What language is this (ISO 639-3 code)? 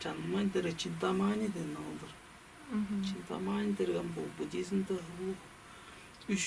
tyv